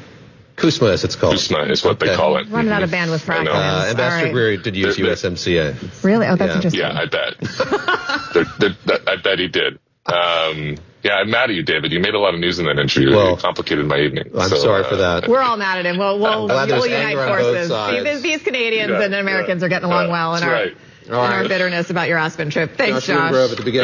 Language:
English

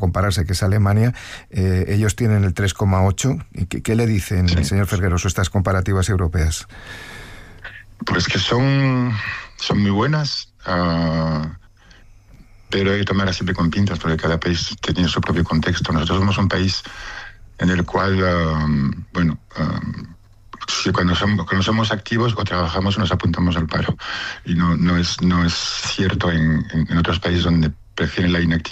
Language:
Spanish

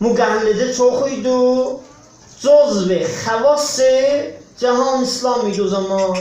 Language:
South Azerbaijani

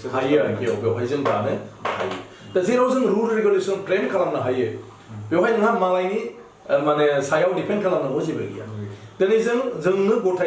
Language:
Bodo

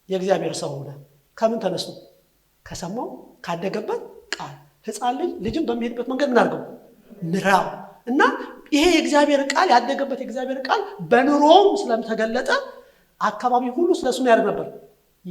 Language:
Amharic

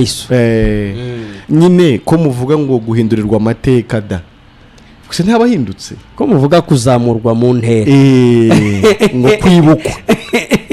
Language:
Kinyarwanda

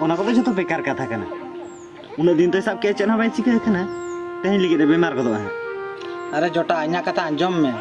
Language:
Santali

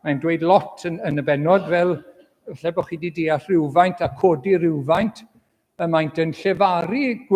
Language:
Welsh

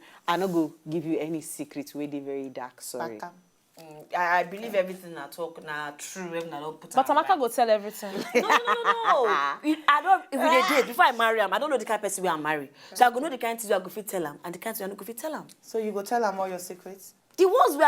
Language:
Nigerian Pidgin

